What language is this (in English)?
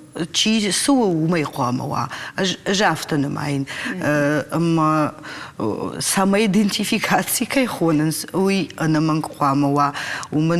Ossetic